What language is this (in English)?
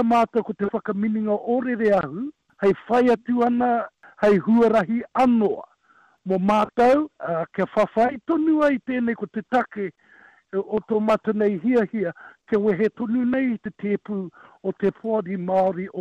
Māori